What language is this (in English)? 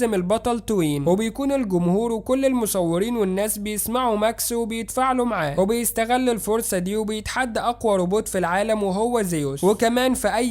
Egyptian Arabic